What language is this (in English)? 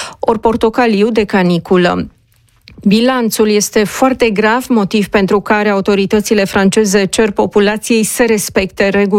Romanian